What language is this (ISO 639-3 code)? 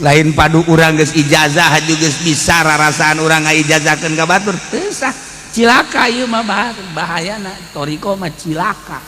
sun